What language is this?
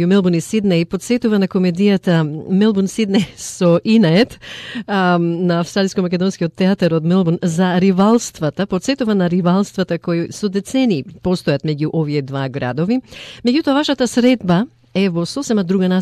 Macedonian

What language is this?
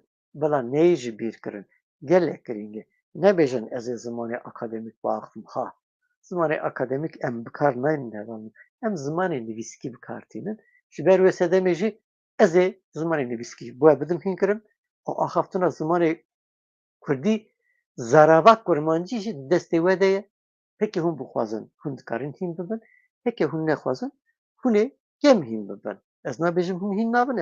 Kurdish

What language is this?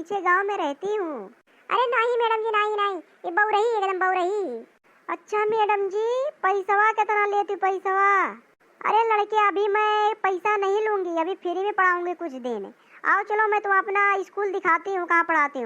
Awadhi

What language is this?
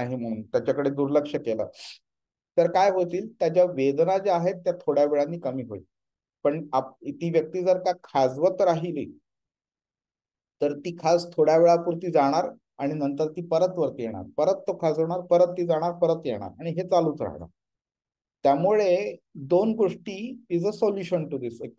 Marathi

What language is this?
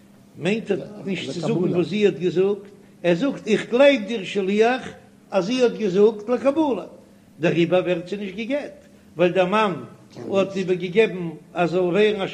Yiddish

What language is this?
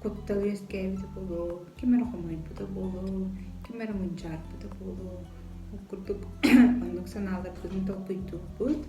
Yakut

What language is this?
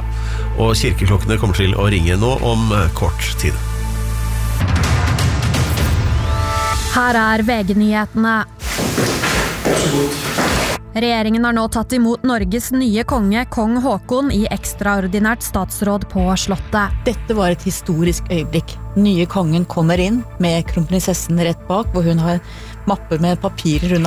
Norwegian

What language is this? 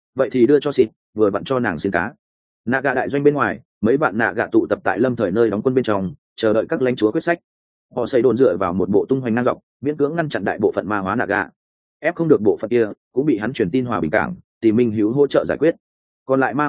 Vietnamese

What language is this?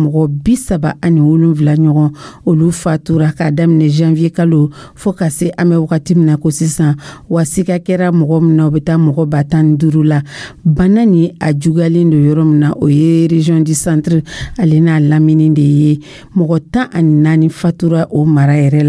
Dyula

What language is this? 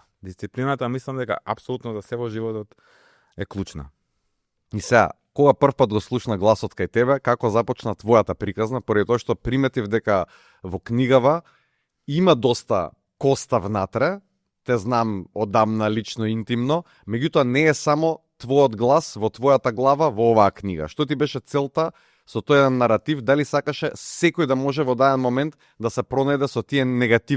Macedonian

